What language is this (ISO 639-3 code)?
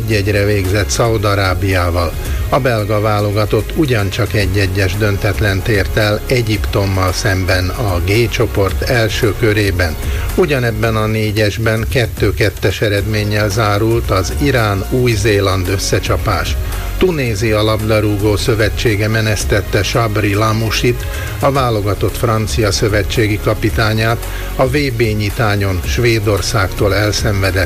hun